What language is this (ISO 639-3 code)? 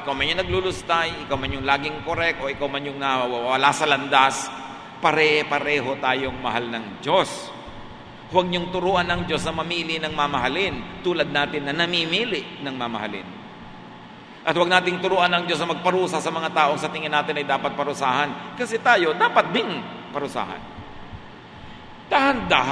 fil